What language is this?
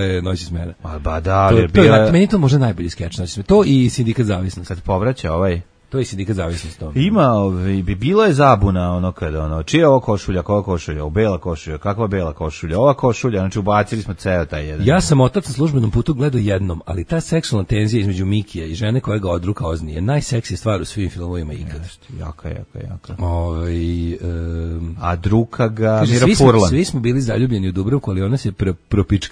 Serbian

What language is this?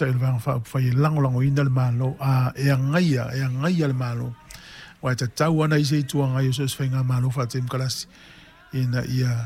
Samoan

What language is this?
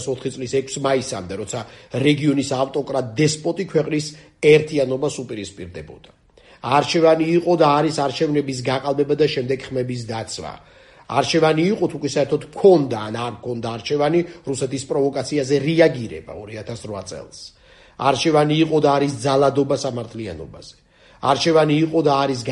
Georgian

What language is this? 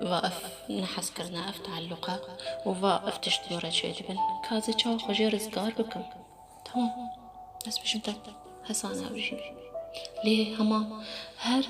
Kurdish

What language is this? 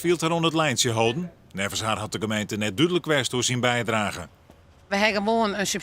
Western Frisian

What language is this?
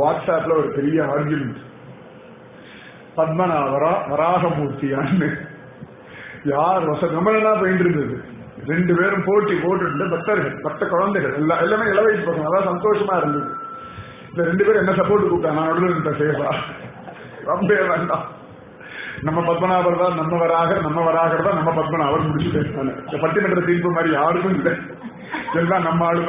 Tamil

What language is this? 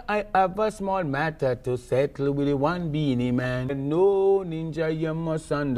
Jamaican Creole English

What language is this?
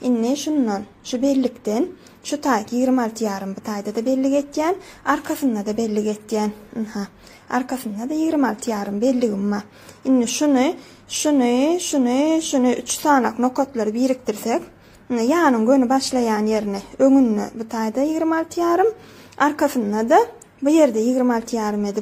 Turkmen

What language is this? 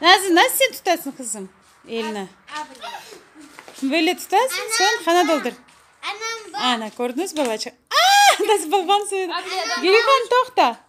Crimean Tatar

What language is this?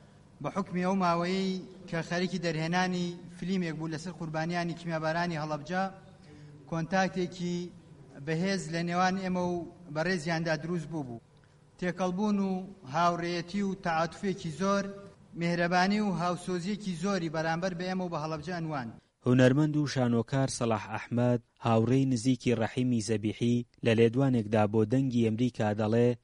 Central Kurdish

